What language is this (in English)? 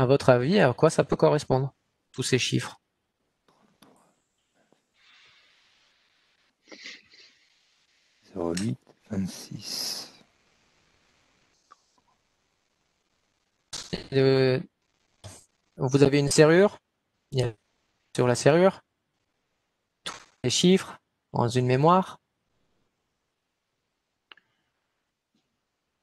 French